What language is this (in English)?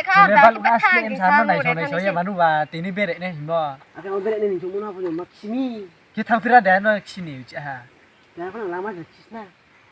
Riang (India)